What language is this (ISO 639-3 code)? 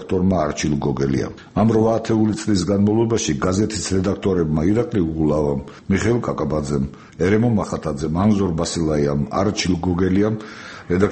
kat